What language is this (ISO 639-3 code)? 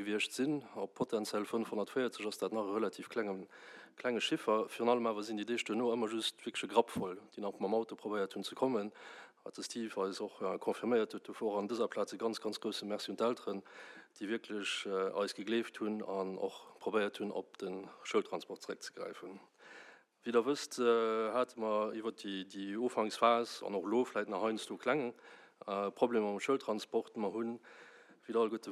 ltz